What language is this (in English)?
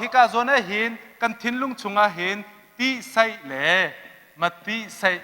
Hakha Chin